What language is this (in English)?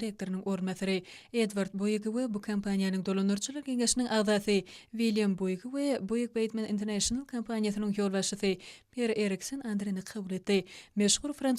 Turkmen